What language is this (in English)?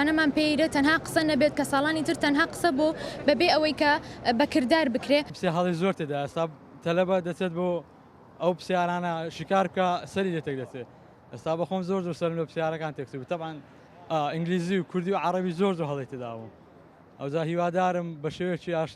Central Kurdish